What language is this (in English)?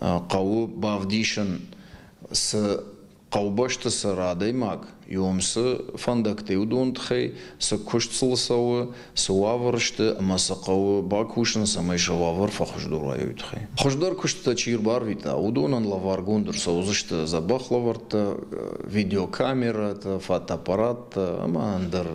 Ossetic